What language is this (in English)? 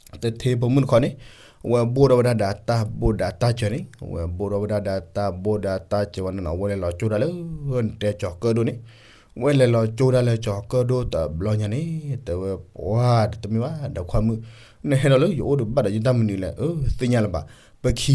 S'gaw Karen